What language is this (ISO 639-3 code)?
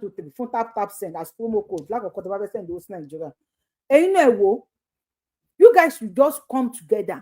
yor